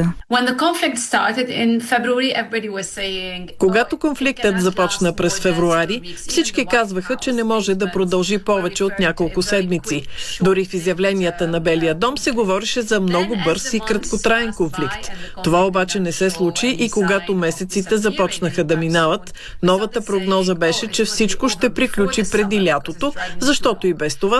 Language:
Bulgarian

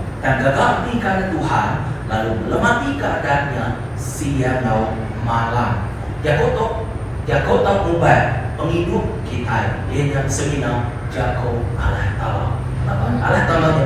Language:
Iban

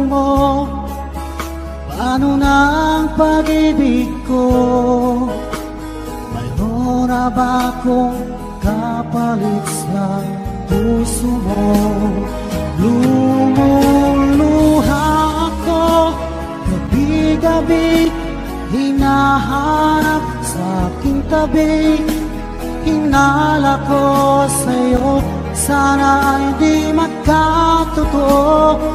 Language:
Filipino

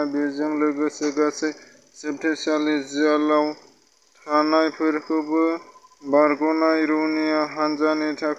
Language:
Bodo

